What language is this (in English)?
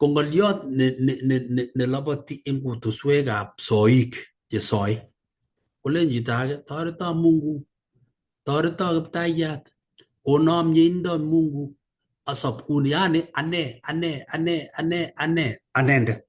Kalenjin